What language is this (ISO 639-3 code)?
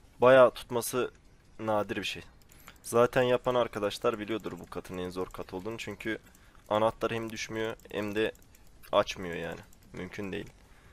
tur